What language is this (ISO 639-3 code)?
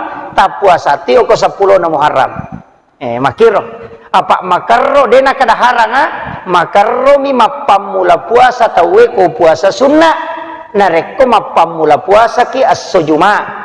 bug